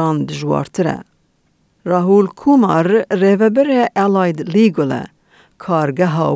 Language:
Kurdish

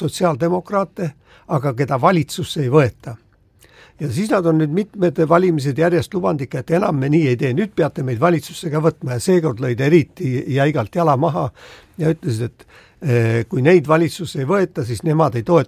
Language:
Estonian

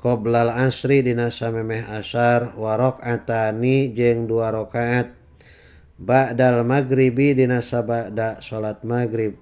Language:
Sundanese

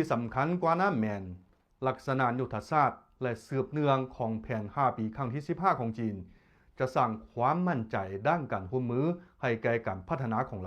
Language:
Lao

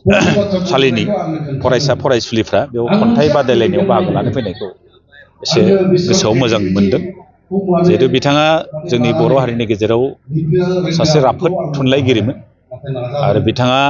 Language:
Bodo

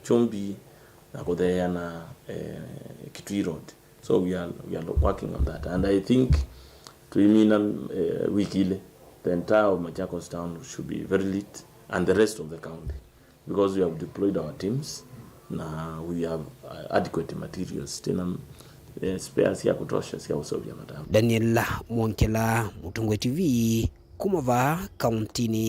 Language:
Kamba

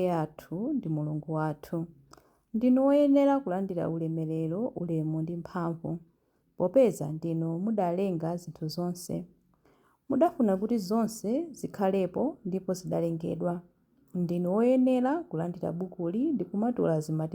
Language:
Nyanja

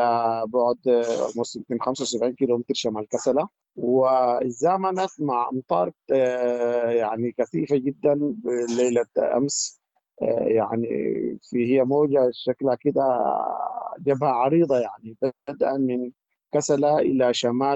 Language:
Sudanese Arabic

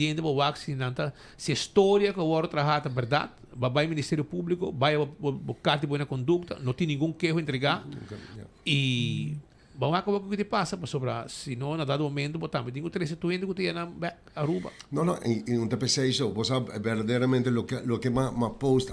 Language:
Papiamento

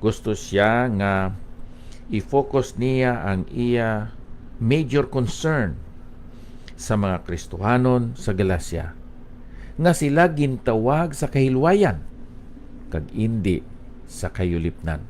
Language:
Hiligaynon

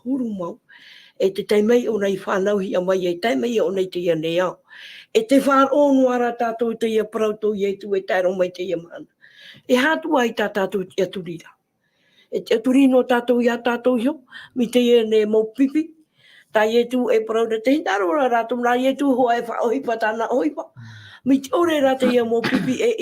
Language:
Tahitian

